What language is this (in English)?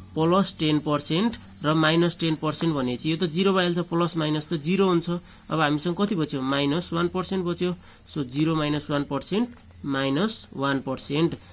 Nepali